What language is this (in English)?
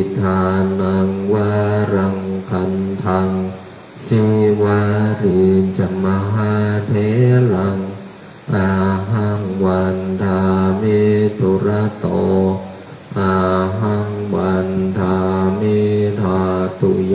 Pali